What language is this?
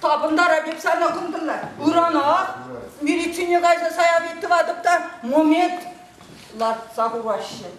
Chuvash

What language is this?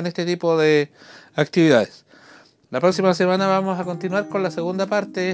Spanish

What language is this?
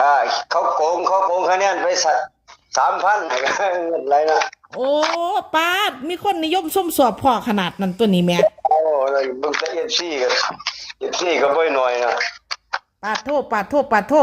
Northeastern Thai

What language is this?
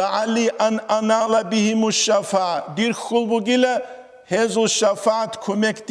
Avaric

